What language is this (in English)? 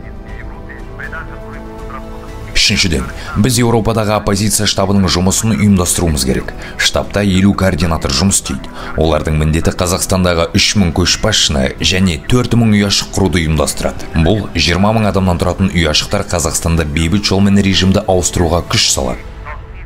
Kazakh